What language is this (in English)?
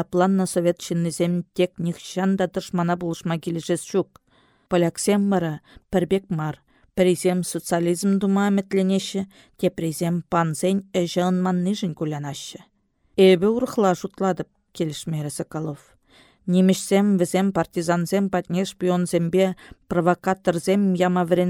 Chuvash